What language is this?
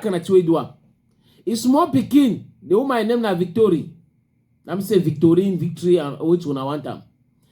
Cameroon Pidgin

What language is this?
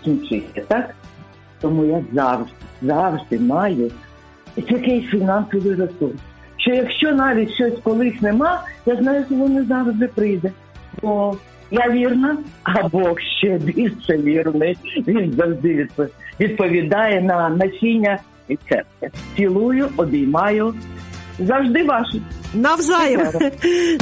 Ukrainian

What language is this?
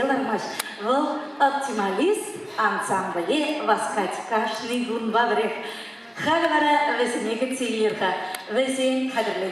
Chuvash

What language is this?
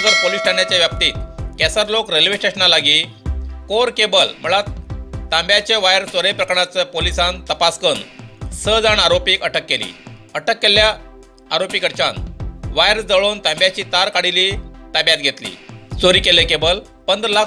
Konkani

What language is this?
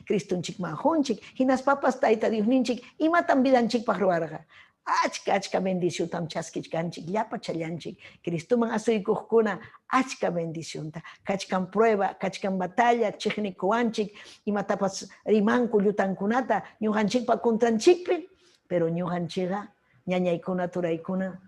Ayacucho Quechua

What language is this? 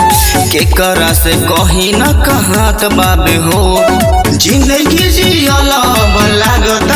Bhojpuri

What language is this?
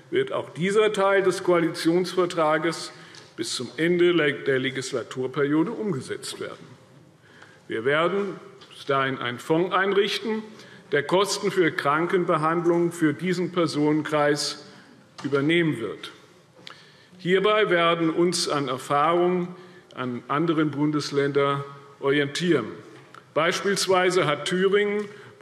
German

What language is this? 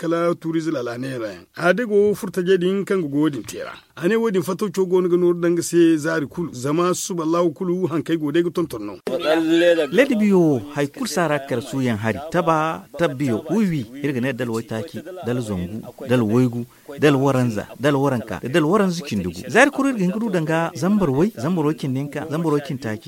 Zarma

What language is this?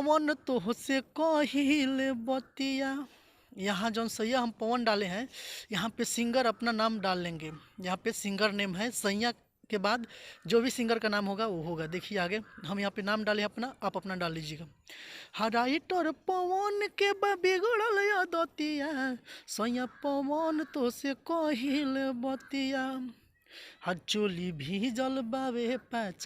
Bhojpuri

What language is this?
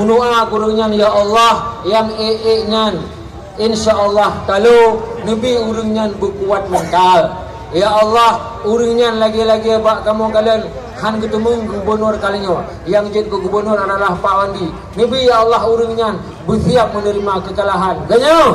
Achinese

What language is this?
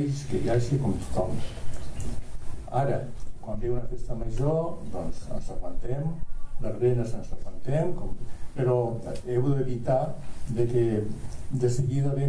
Catalan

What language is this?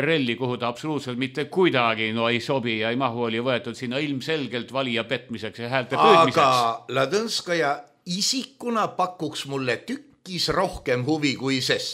Estonian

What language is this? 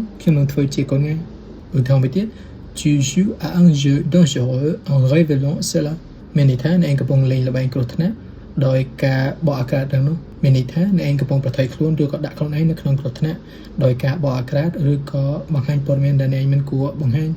Khmer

